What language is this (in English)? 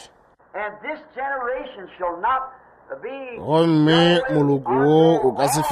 Northern Sotho